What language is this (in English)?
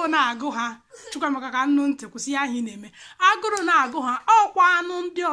Igbo